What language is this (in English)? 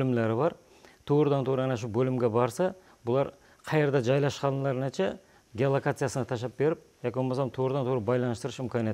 Kara-Kalpak